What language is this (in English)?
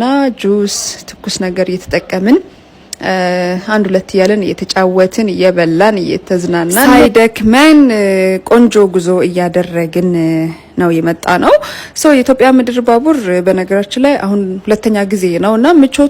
Amharic